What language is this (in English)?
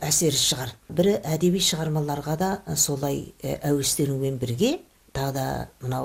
Kazakh